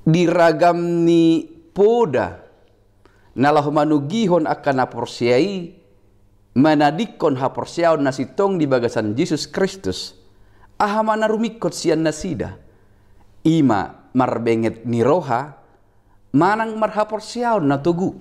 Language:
Batak Toba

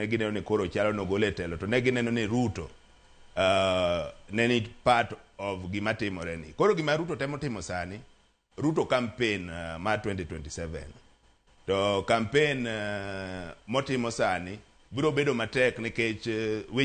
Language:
Luo (Kenya and Tanzania)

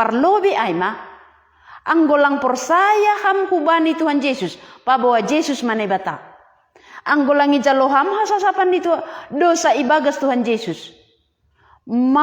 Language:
Batak Simalungun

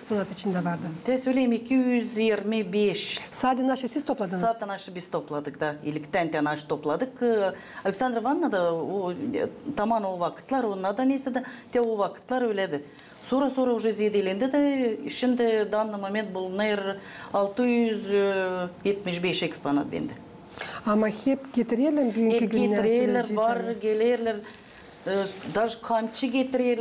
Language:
Gagauz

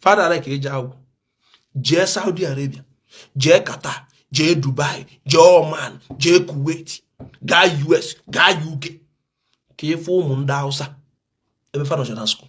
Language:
Igbo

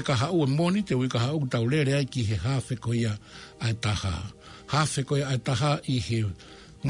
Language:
Tongan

